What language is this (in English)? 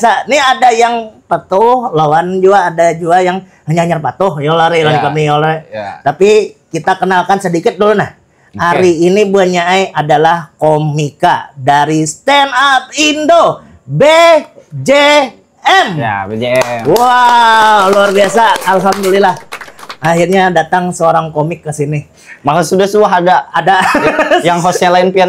Banjar